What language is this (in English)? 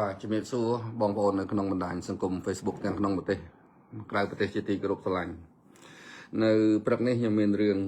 Khmer